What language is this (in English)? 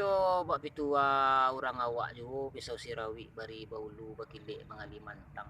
Minangkabau